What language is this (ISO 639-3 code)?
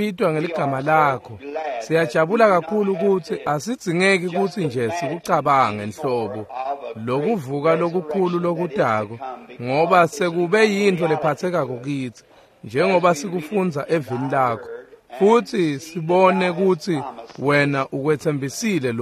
ssw